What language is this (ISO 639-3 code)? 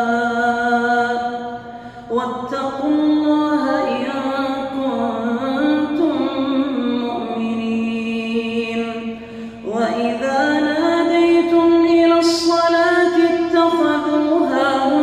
ara